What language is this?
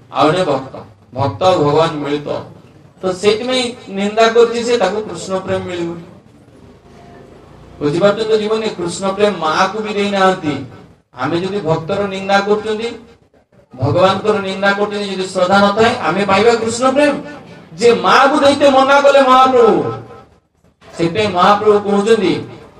Odia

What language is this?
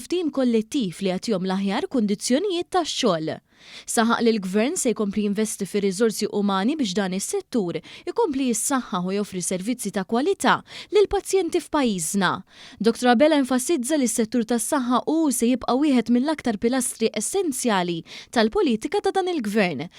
Maltese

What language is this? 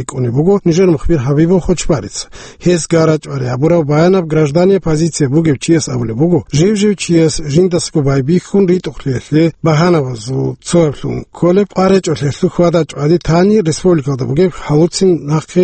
Avaric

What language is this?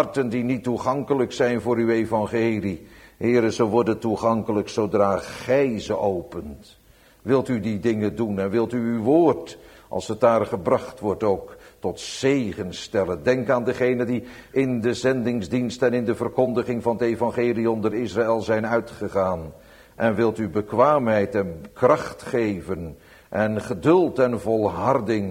Dutch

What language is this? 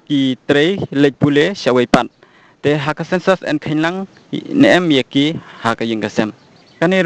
Khasi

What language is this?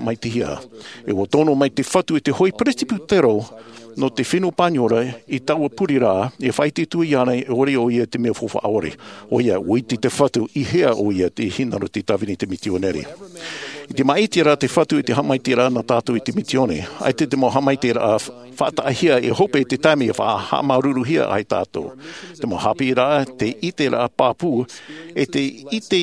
Tahitian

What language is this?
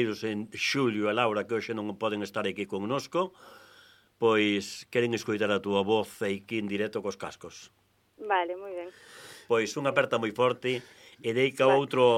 Galician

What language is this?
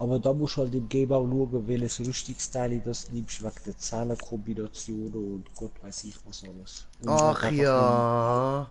Swiss German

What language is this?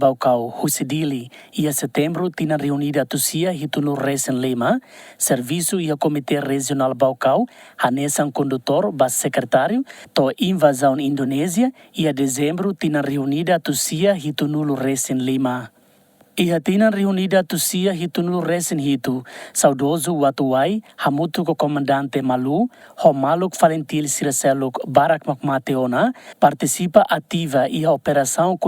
Tetum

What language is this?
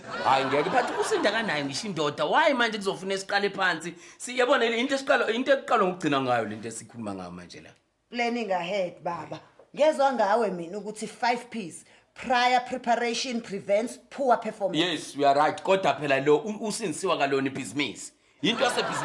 Zulu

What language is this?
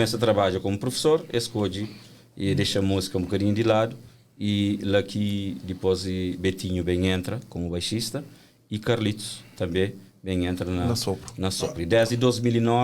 Kabuverdianu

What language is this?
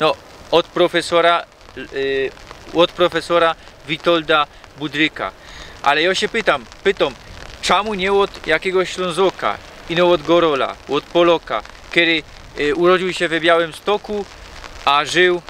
Silesian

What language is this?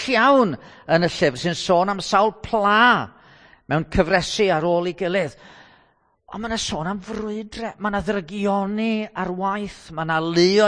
Welsh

